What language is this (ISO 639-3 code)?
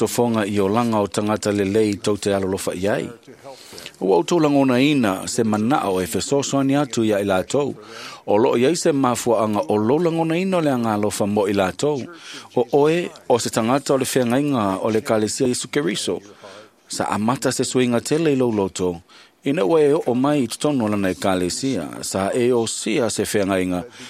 smo